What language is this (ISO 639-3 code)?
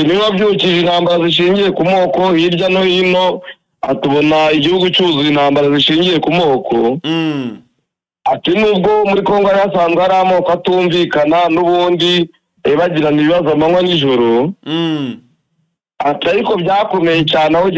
kin